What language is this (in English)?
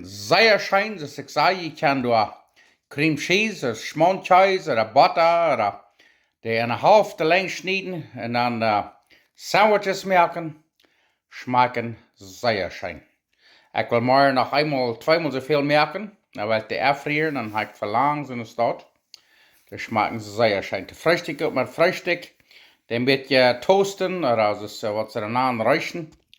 Plautdietsch